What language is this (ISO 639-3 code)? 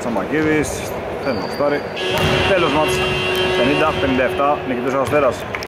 ell